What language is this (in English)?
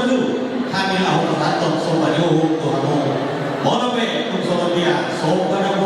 Batak Toba